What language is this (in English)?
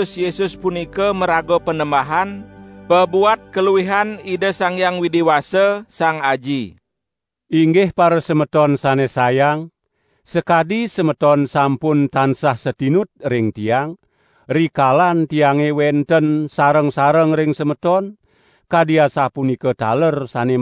Balinese